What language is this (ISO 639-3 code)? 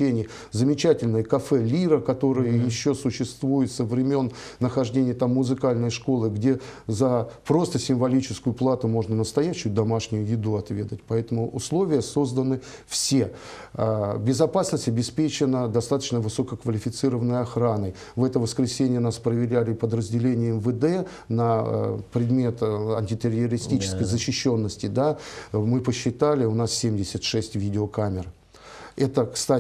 rus